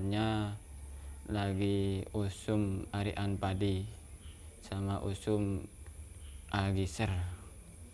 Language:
Madurese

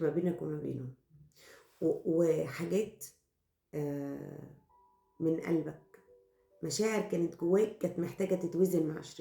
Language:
Egyptian Arabic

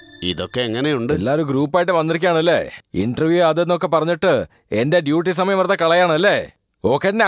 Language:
Malayalam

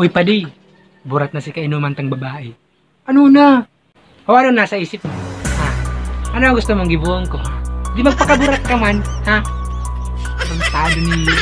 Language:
Bikol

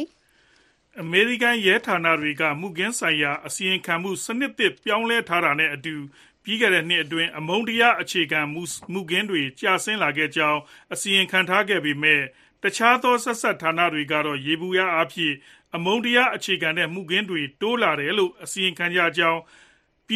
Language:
Burmese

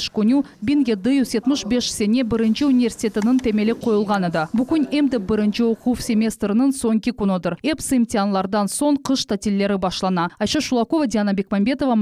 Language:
Crimean Tatar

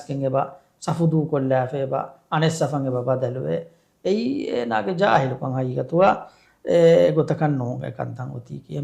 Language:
Divehi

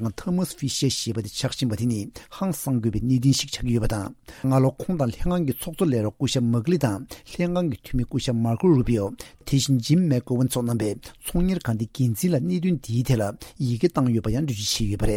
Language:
Tibetan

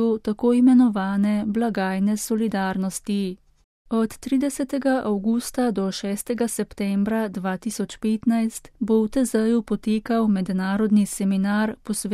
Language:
Slovenian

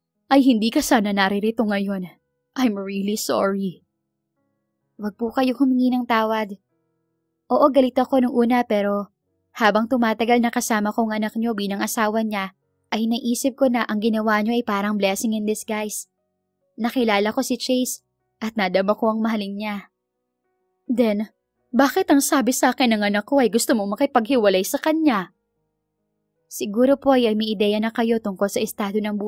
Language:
Filipino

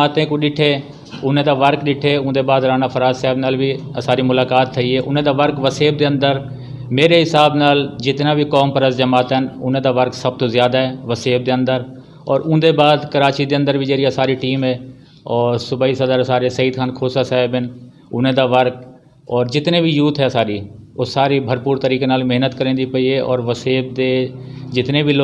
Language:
Saraiki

